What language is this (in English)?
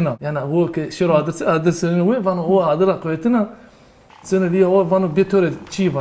Zaza